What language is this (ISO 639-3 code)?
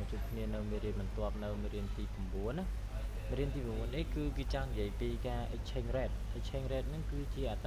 khm